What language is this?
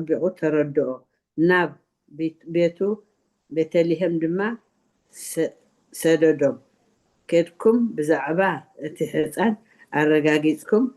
Tigrinya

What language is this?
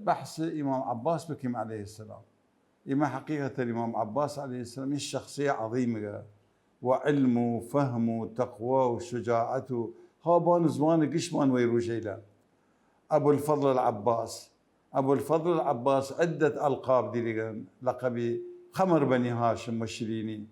Mesopotamian Arabic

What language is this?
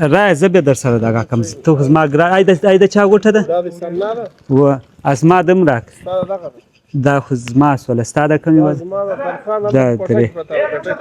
Pashto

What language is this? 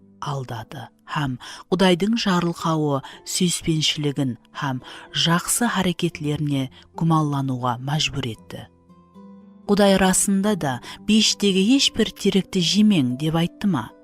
Kara-Kalpak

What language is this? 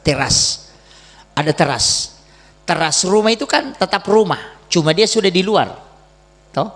Buginese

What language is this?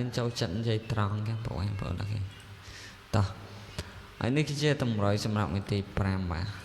Khmer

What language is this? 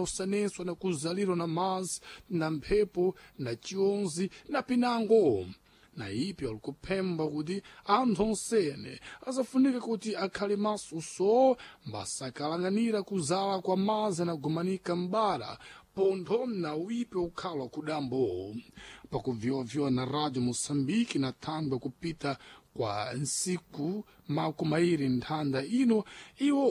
Sena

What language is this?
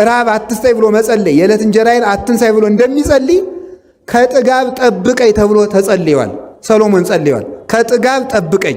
Amharic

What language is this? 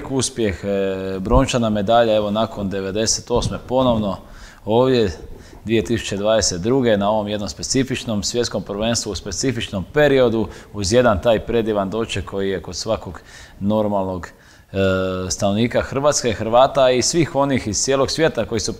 Croatian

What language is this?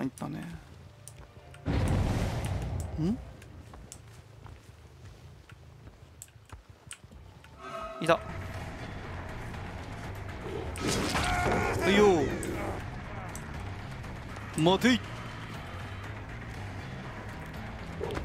Japanese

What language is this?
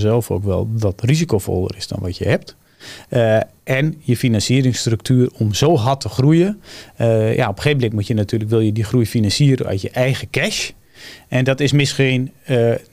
Dutch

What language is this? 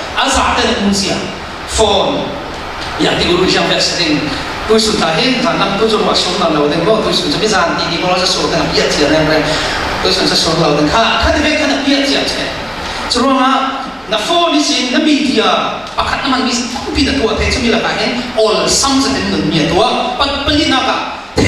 Falam Chin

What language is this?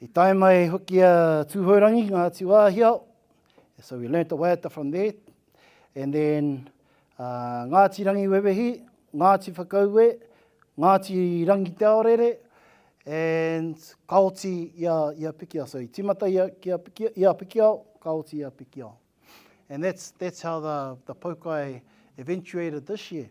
Māori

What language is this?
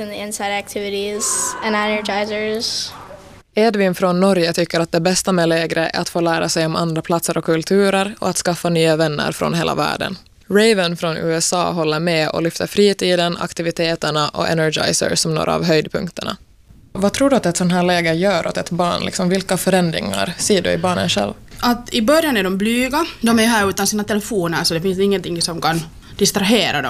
Swedish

